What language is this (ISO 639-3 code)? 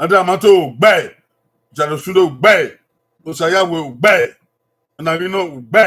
bin